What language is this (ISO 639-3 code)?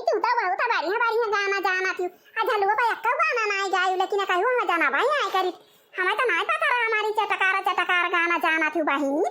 awa